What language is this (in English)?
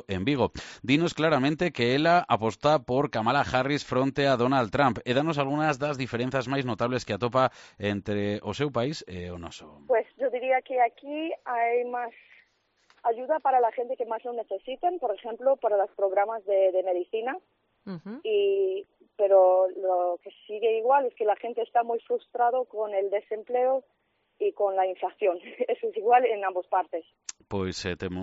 Galician